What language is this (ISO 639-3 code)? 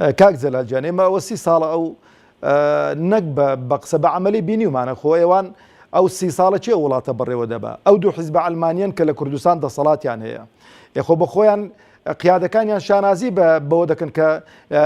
ckb